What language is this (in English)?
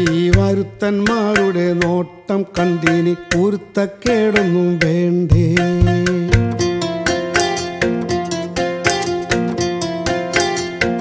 Malayalam